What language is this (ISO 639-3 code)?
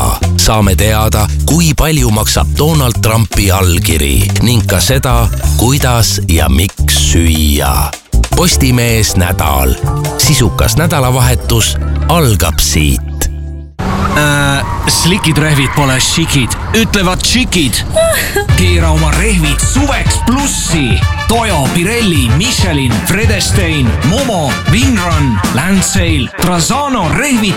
est